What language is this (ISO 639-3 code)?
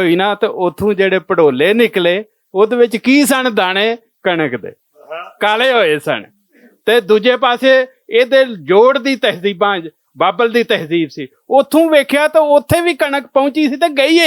lah